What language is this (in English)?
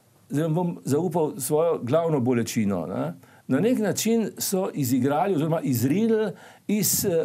Slovenian